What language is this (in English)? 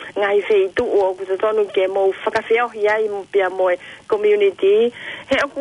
Tongan